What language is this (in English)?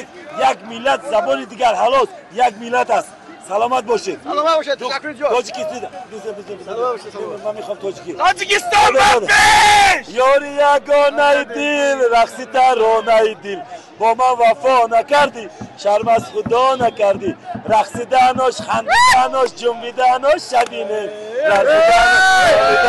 Tajik